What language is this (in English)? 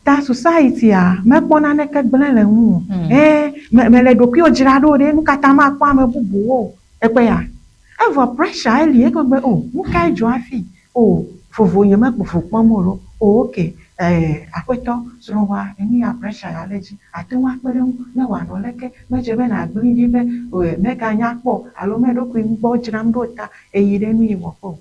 Ewe